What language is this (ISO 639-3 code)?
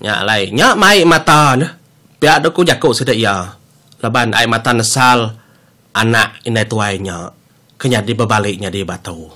iba